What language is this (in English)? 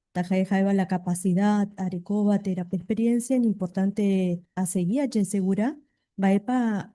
Guarani